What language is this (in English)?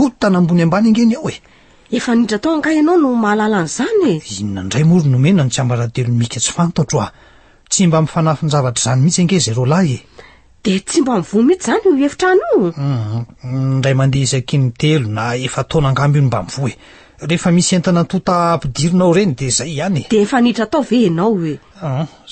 Malagasy